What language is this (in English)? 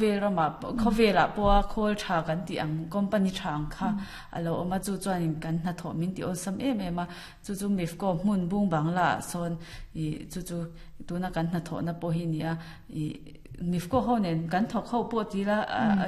Mizo